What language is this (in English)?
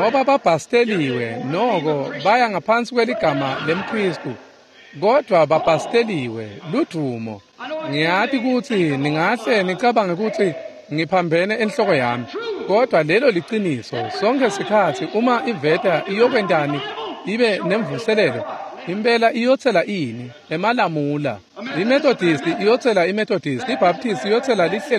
Swati